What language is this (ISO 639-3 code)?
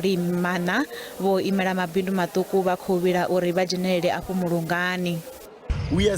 ven